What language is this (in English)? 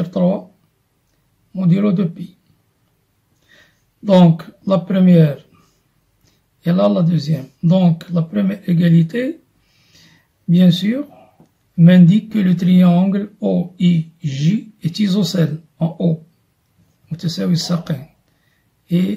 French